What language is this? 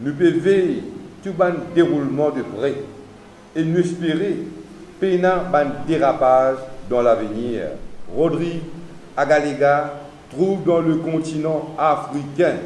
Morisyen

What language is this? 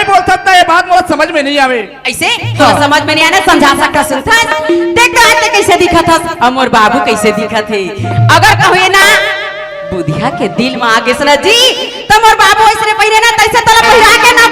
Chhattisgarhi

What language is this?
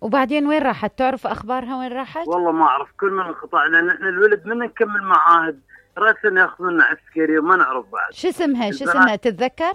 Mesopotamian Arabic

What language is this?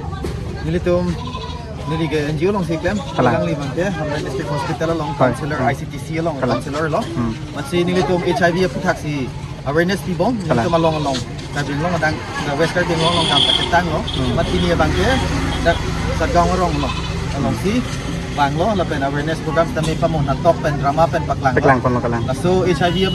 Karbi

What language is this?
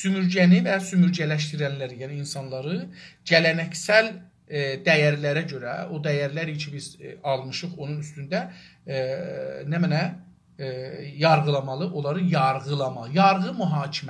South Azerbaijani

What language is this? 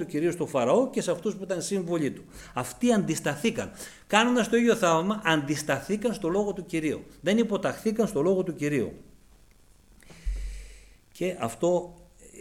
Greek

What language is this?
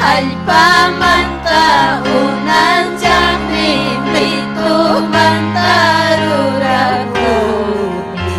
Ayacucho Quechua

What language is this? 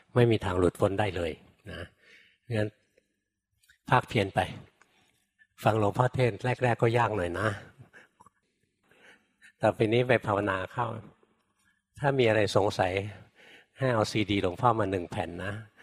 Thai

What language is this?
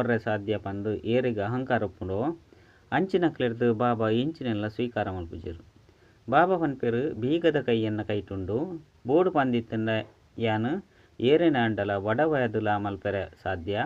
Tulu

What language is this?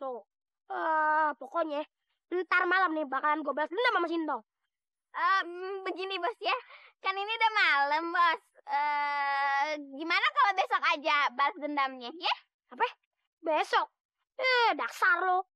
Betawi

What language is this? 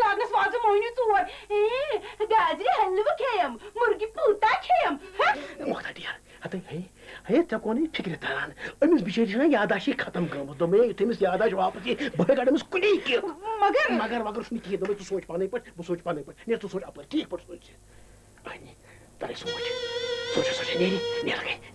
Kashmiri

